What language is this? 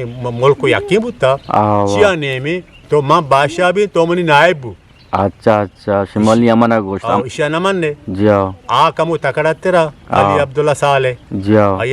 Eastern Balochi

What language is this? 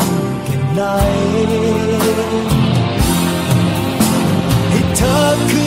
Thai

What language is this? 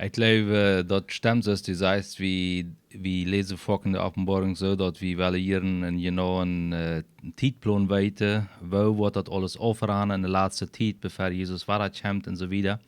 Plautdietsch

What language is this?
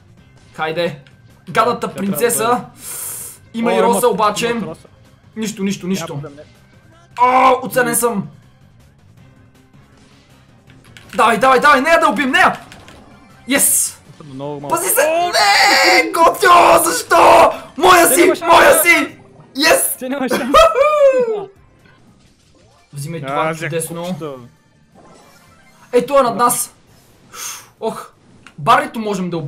Bulgarian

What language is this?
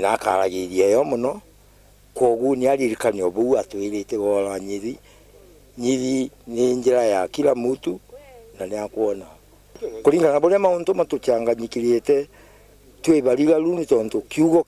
Meru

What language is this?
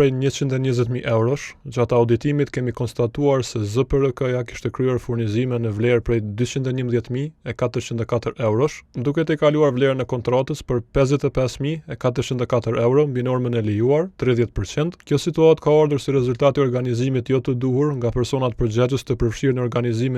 Albanian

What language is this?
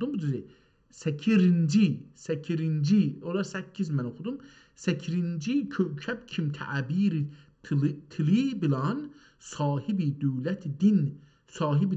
South Azerbaijani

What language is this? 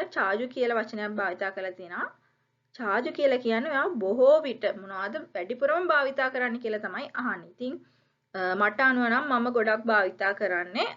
Sinhala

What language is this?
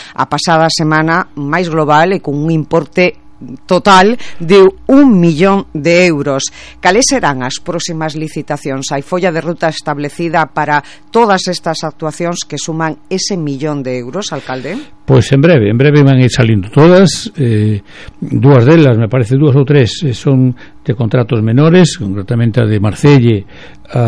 Galician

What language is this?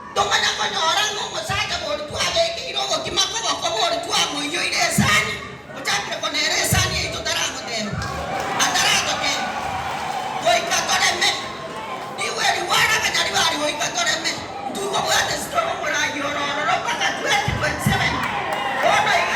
Gusii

